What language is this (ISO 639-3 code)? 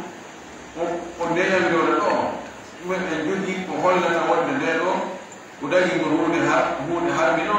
fuf